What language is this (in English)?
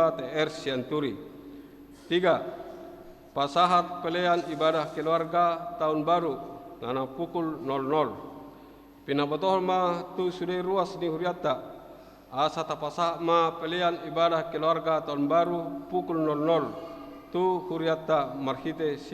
Batak Toba